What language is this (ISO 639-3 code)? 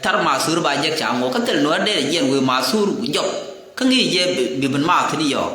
nus